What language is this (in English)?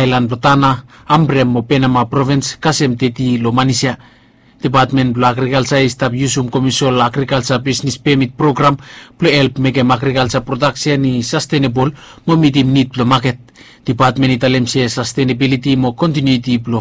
Bislama